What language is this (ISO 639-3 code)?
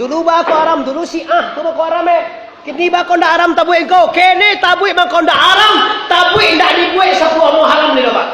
min